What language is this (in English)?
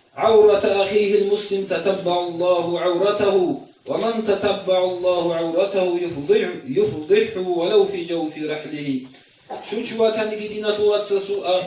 Avaric